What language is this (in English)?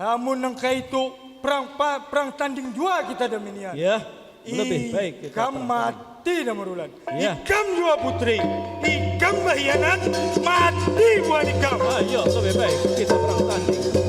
Banjar